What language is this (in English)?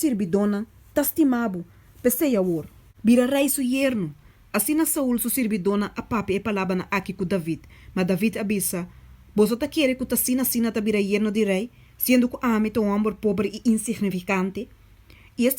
Papiamento